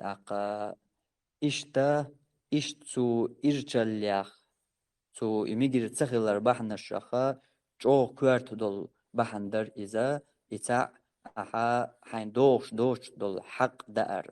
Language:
Chechen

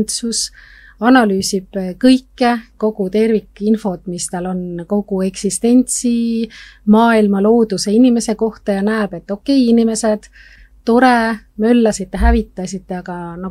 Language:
Estonian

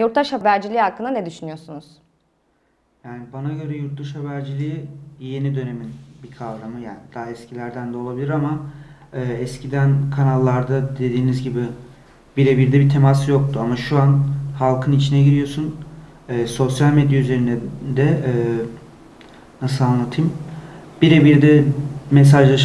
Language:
Turkish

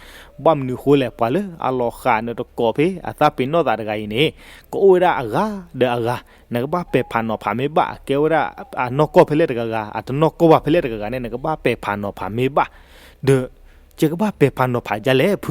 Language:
S'gaw Karen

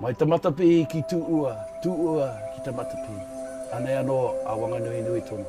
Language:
Māori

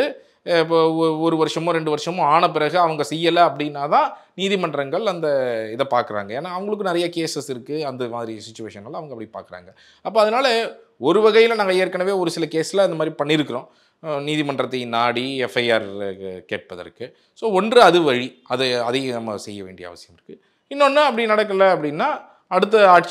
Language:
Tamil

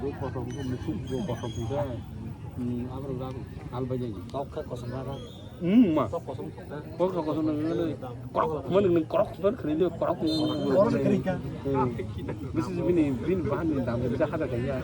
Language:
Kok Borok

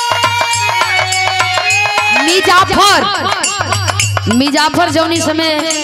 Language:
Bhojpuri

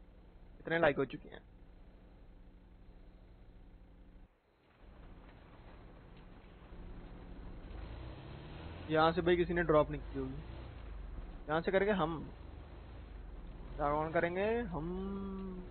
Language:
Punjabi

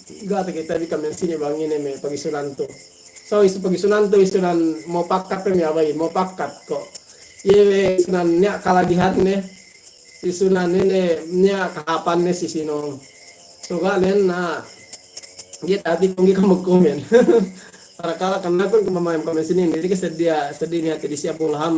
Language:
Yakan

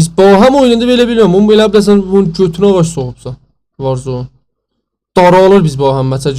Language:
South Azerbaijani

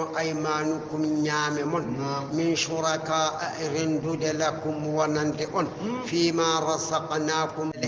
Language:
Fula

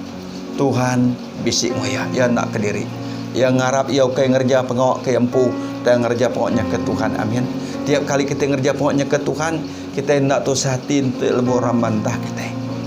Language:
Iban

